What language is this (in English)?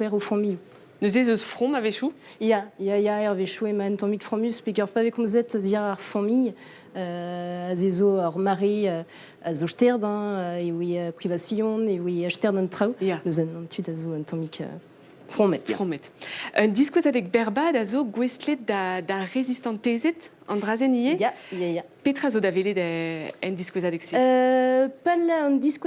Breton